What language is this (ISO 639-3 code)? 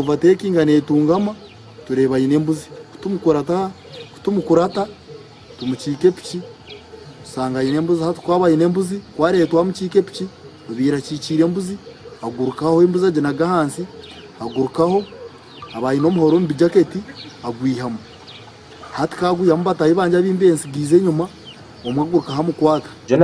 nyn